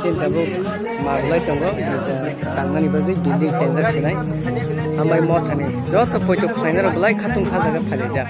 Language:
Kok Borok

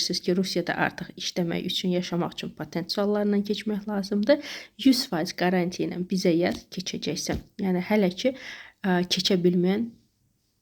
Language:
Azerbaijani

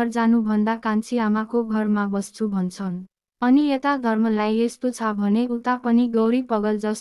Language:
Nepali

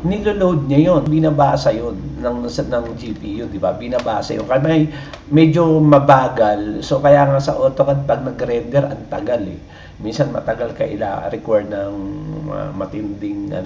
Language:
Filipino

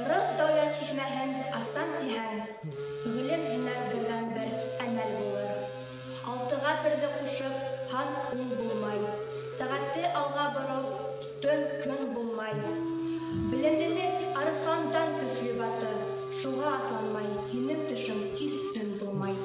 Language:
Bashkir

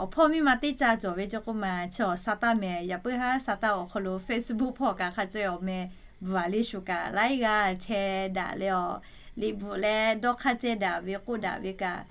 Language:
Lahu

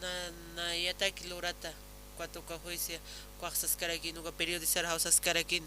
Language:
Aymara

